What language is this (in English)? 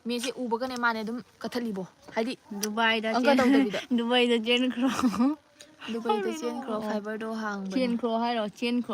Manipuri